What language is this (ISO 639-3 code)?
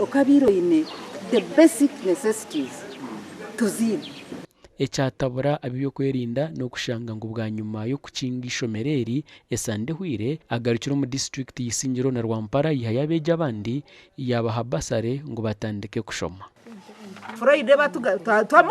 nyn